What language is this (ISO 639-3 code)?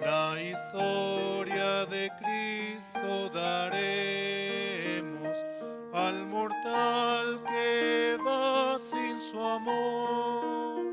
quh